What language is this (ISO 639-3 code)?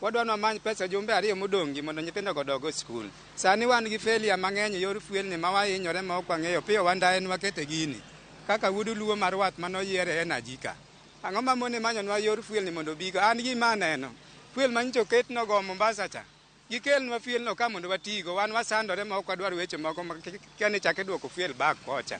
luo